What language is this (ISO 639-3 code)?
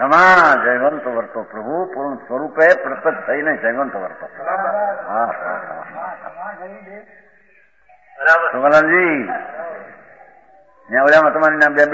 guj